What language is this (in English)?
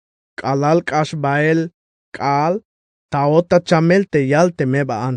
Tzeltal